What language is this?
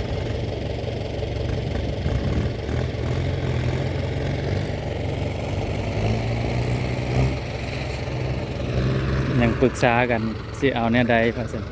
Northeastern Thai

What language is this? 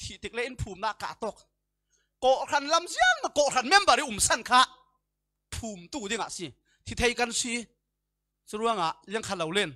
Falam Chin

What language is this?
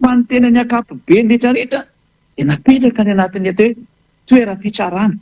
Malagasy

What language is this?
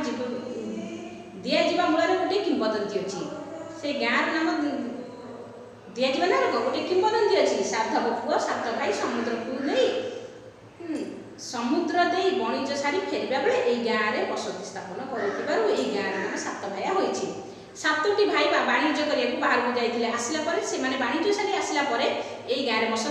Odia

